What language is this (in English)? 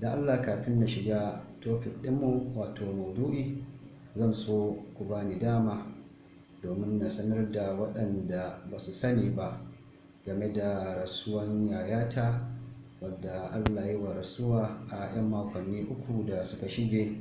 Hausa